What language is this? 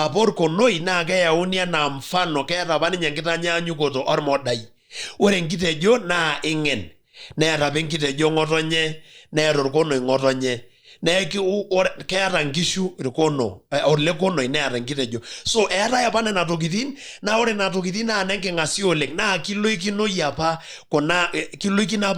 Masai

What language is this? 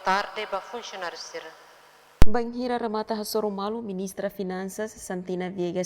Tetum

